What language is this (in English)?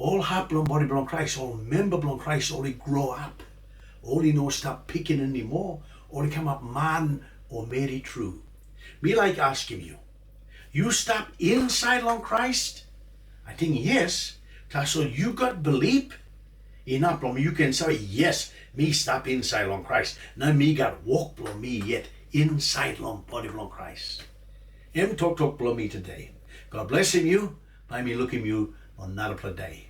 Tok Pisin